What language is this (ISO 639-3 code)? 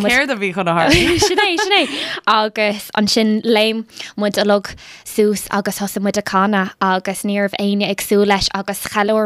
gle